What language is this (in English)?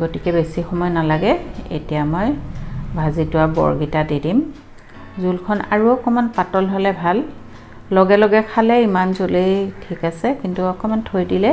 Assamese